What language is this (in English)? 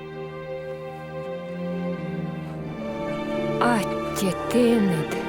Komi